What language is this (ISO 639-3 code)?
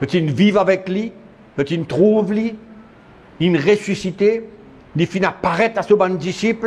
mfe